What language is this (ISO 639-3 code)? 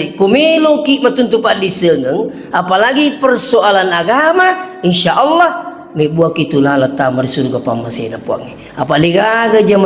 bug